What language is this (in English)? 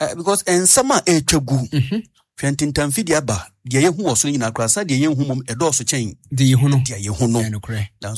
Akan